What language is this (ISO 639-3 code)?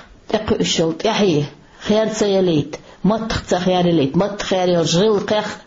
che